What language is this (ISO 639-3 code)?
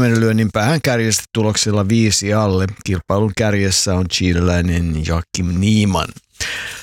fin